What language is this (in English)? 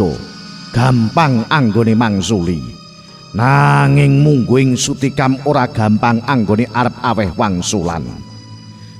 Javanese